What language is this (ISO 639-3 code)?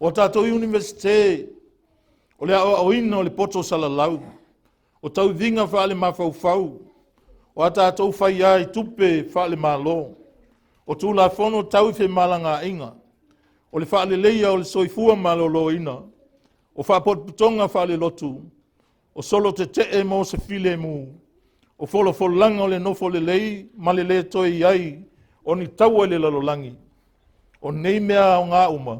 smo